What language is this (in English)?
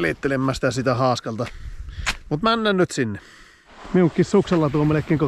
Finnish